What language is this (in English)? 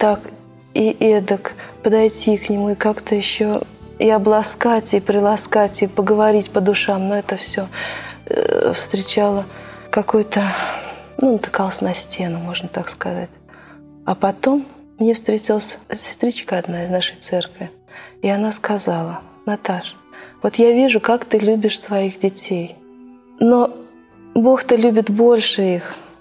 Russian